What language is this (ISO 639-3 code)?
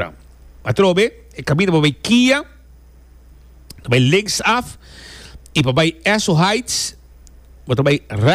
pap